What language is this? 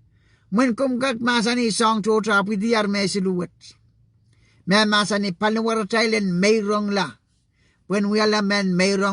Pohnpeian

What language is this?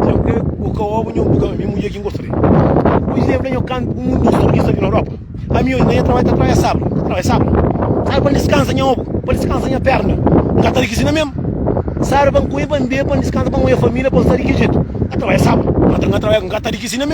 Kabuverdianu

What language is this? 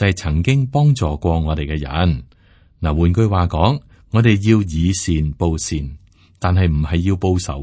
Cantonese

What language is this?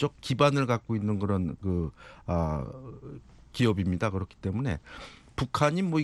Korean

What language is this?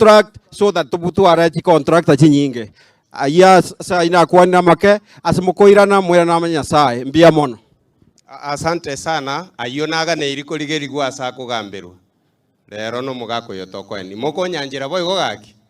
Gusii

